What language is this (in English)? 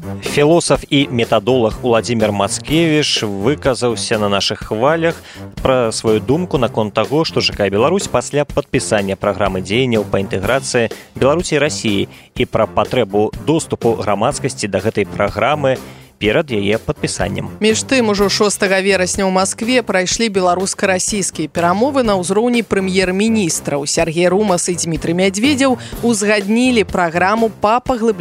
Belarusian